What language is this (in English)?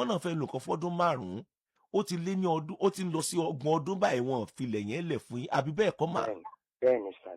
Yoruba